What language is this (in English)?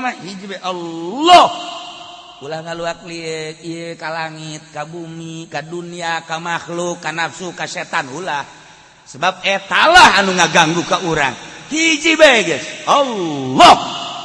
Sundanese